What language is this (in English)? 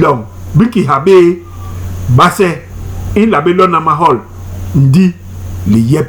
Basaa